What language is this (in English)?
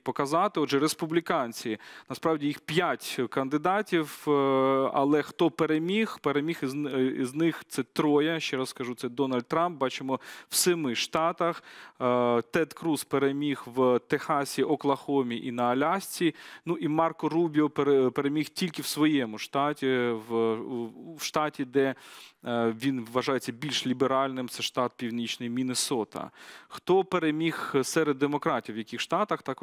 Ukrainian